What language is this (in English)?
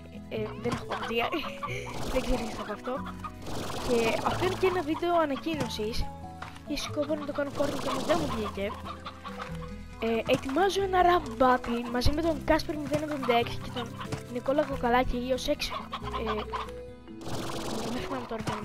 Greek